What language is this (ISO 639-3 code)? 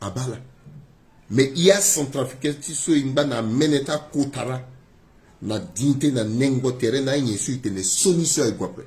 sag